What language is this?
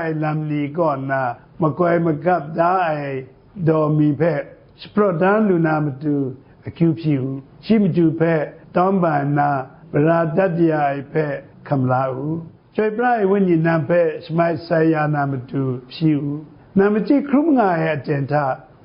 Kachin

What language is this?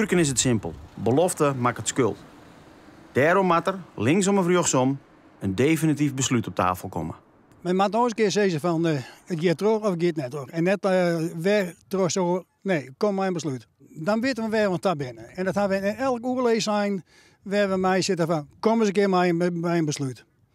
Western Frisian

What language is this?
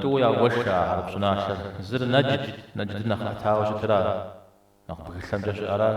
Kabardian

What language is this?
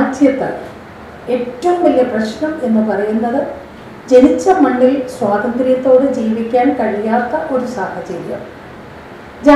Malayalam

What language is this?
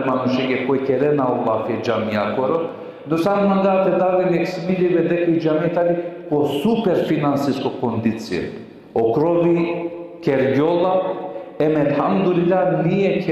Balkan Romani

